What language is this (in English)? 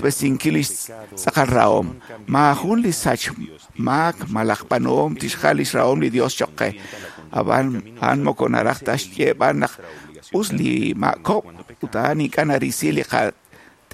Kekchí